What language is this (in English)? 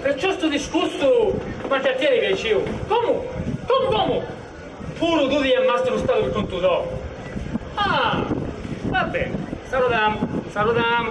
Sicilian